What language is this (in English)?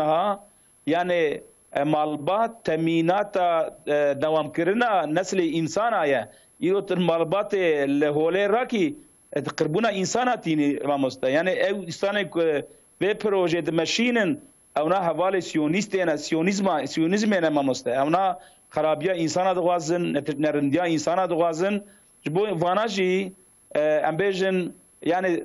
Kurdish